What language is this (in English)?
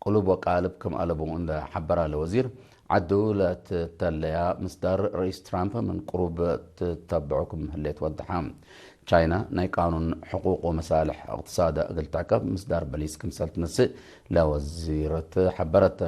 Tigre